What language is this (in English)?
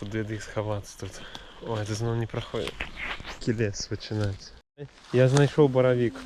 Belarusian